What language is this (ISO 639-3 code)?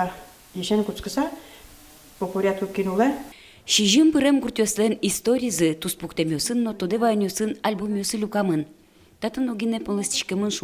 udm